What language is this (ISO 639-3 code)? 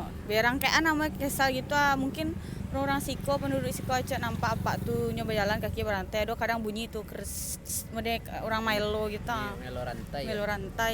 min